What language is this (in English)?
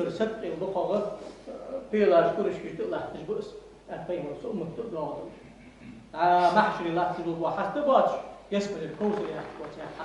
Ingush